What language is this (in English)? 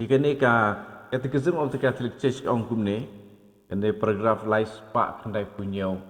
Khasi